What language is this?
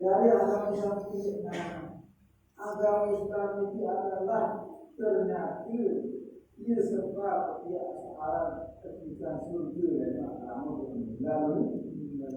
Sasak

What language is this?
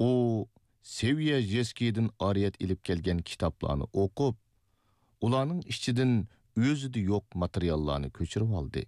Uyghur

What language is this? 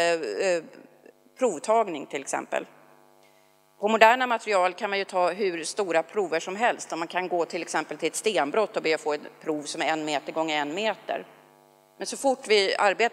Swedish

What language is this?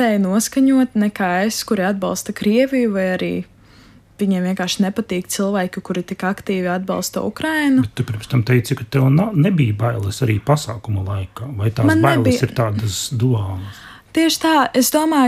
Latvian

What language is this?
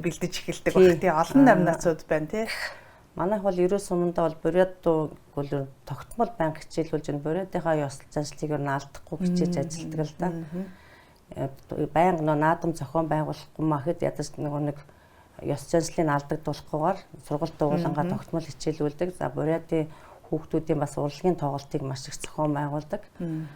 Mongolian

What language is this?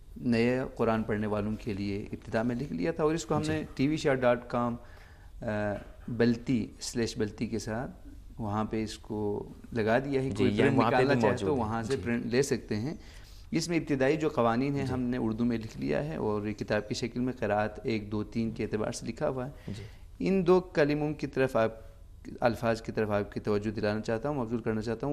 Urdu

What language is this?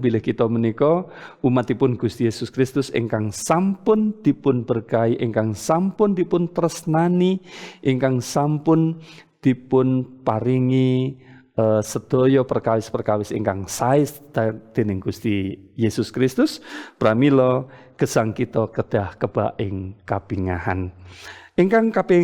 Javanese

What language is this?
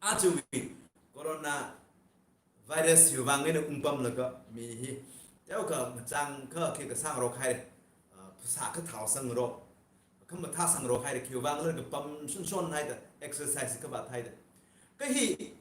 Tangkhul Naga (India)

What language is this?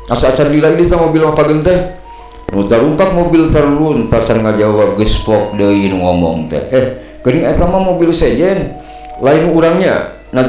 Sundanese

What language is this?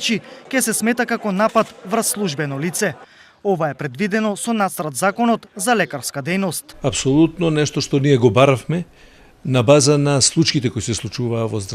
Macedonian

